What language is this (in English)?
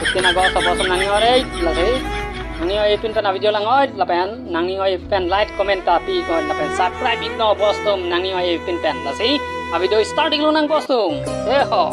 Karbi